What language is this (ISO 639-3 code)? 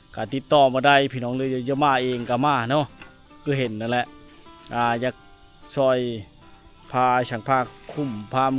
lao